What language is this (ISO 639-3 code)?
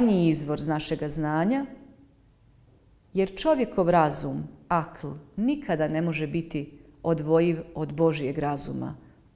bos